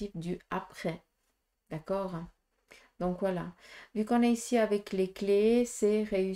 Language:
French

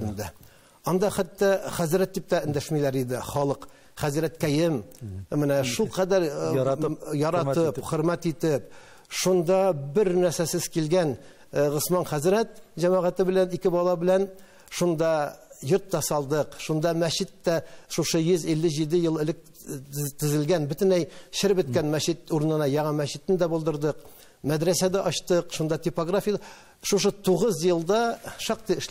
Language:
Tatar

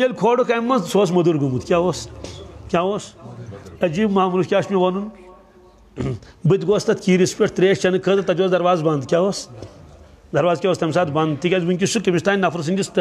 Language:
Kashmiri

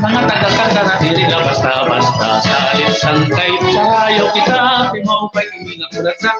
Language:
Waray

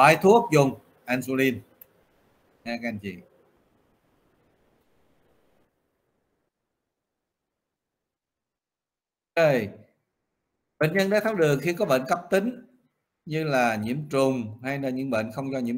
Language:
Vietnamese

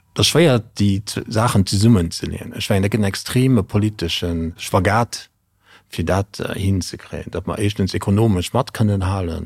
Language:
Luxembourgish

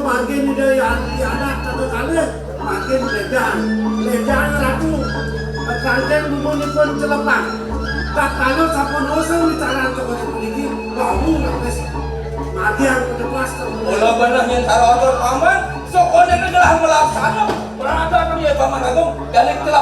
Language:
Balinese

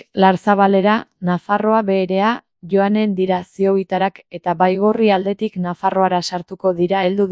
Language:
Basque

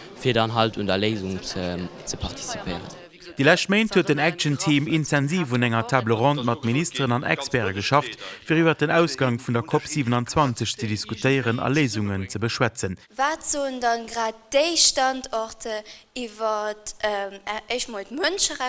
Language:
Luxembourgish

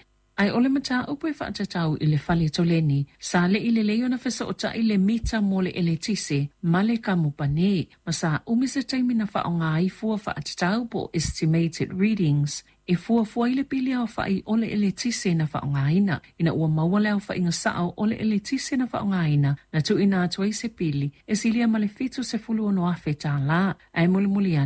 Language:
Samoan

